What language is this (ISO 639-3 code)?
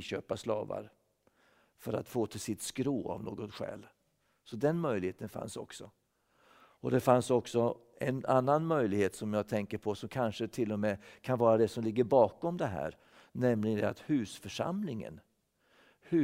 swe